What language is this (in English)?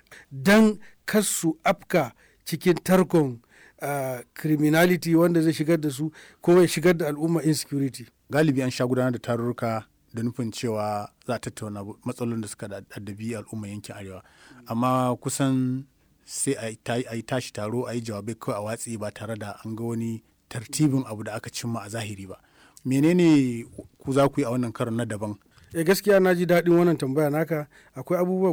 Hausa